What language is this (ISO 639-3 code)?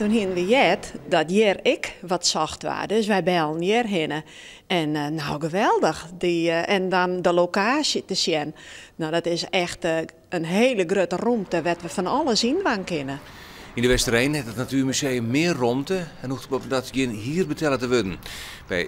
fry